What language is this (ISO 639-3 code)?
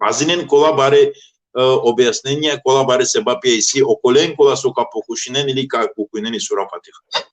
rmn